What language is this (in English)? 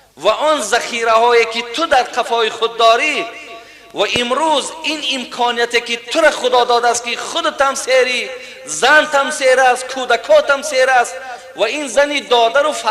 Tajik